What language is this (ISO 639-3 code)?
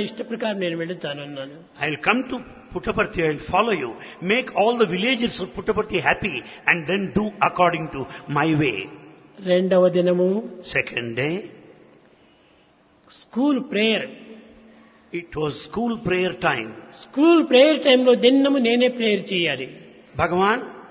tel